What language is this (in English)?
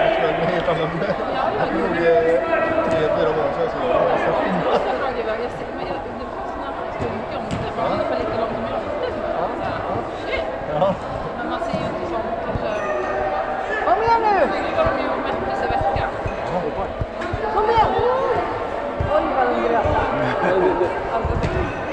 Swedish